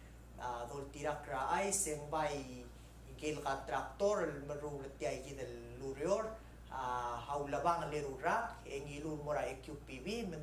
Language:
Palauan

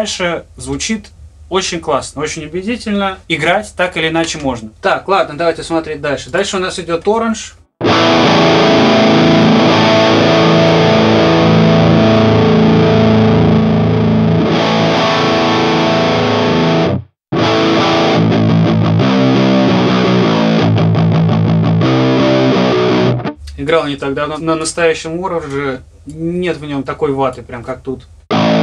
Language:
Russian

